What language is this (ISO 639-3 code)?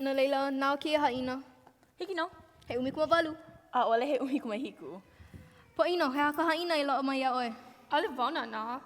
haw